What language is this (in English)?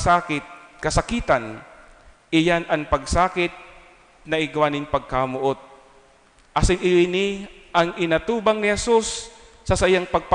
Bikol